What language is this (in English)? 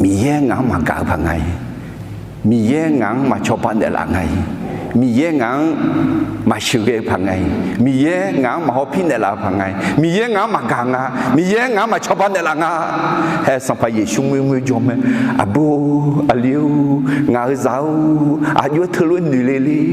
Akha